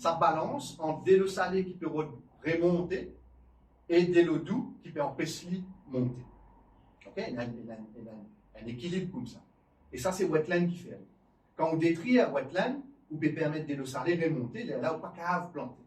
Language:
Morisyen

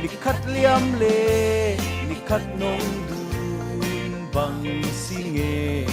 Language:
Falam Chin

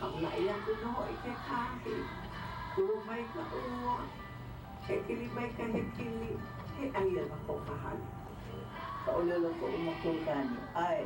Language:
Hawaiian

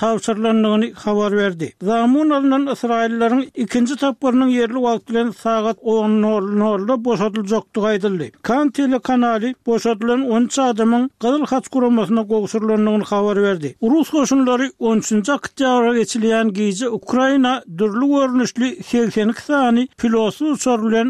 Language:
Turkmen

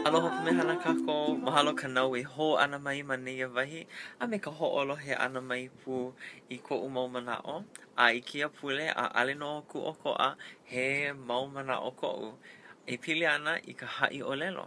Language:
Hawaiian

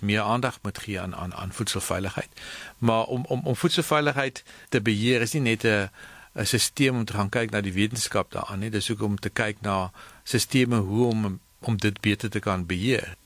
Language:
Afrikaans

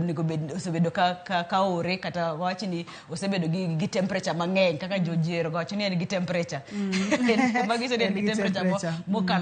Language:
Luo (Kenya and Tanzania)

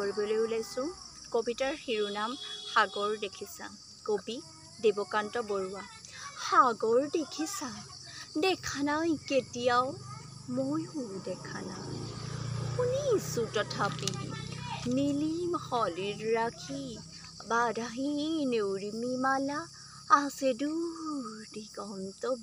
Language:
Assamese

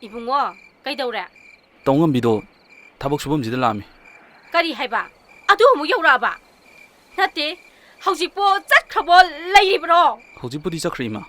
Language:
Manipuri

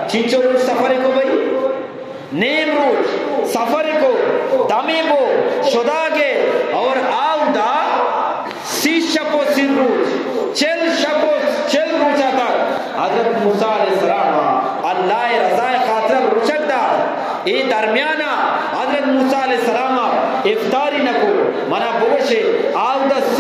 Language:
Eastern Balochi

